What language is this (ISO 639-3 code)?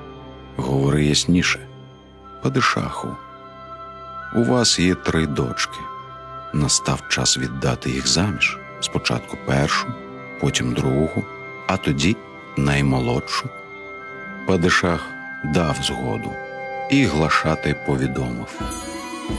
ukr